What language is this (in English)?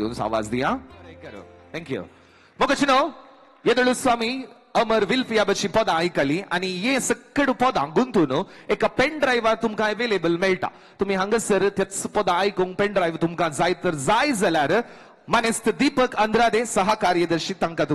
Konkani